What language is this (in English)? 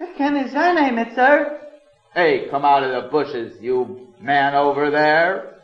Yiddish